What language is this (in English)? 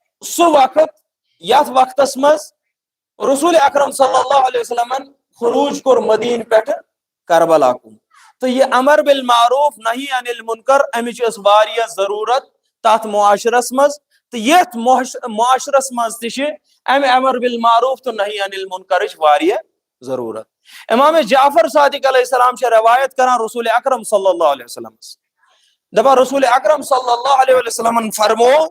Kashmiri